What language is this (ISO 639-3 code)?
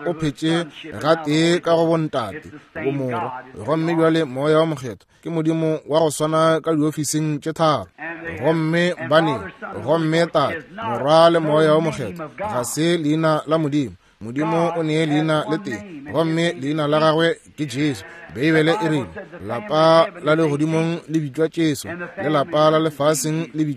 nso